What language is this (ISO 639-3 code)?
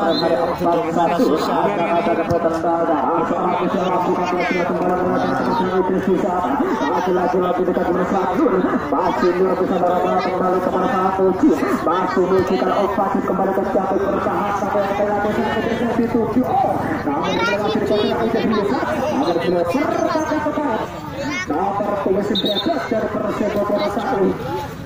ind